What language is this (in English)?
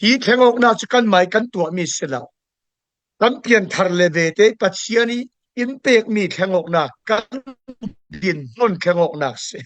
Falam Chin